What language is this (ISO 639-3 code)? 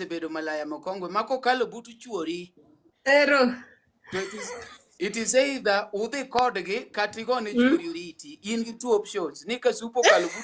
luo